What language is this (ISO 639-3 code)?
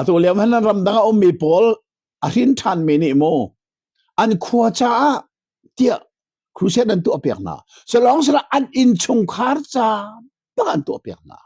cnh